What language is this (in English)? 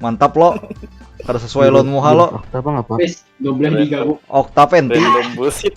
Banjar